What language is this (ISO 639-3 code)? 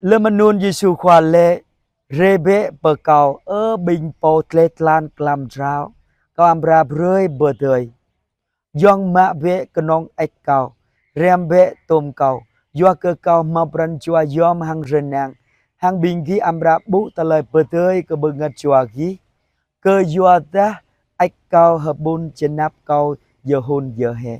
jra